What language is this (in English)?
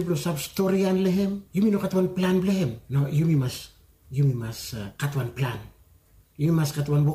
Bislama